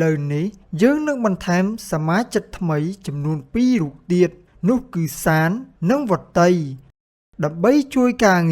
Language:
Khmer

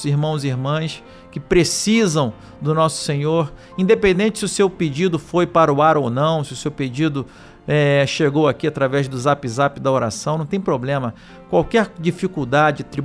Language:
Portuguese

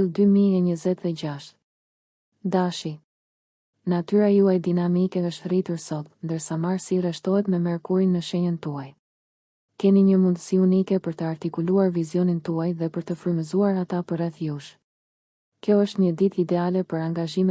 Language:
Albanian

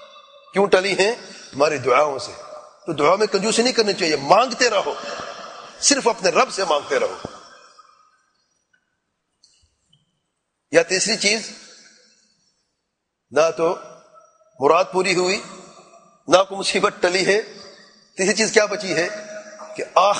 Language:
Urdu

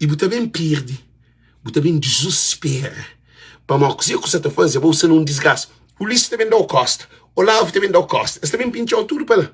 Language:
Kabuverdianu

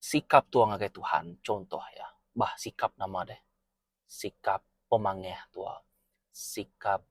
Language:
Iban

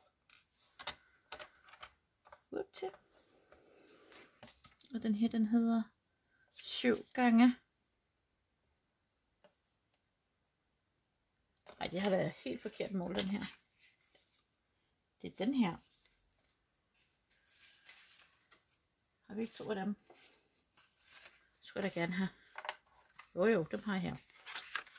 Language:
Danish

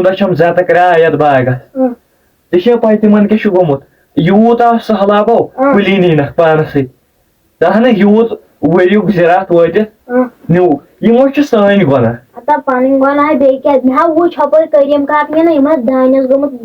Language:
Kashmiri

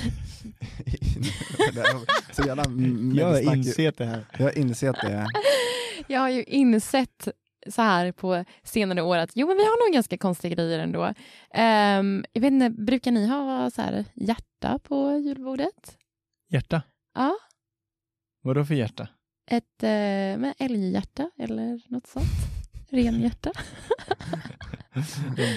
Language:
Swedish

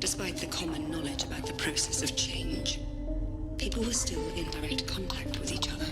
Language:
Bavarian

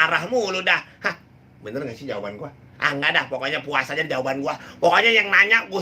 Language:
Betawi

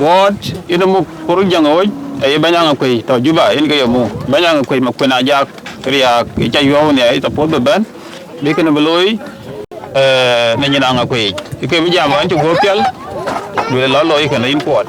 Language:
Dinka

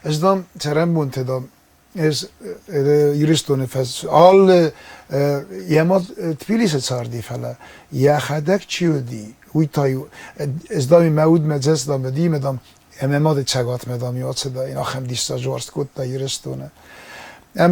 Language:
Ossetic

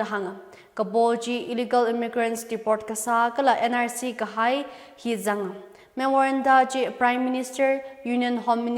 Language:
Tangkhul Naga (India)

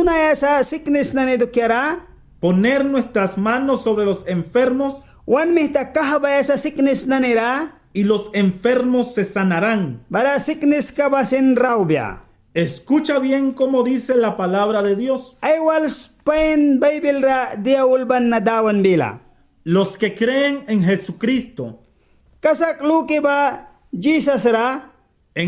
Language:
Mískito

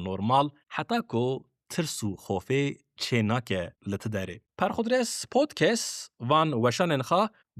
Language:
Kurdish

